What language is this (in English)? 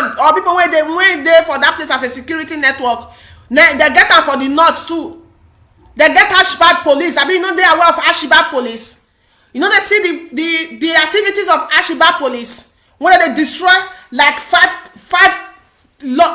Nigerian Pidgin